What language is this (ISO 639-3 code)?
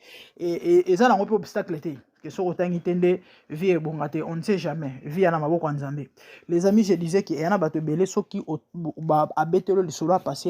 lin